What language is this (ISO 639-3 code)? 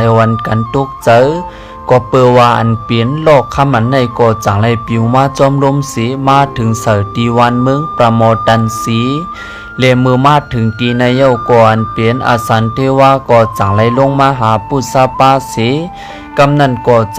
shn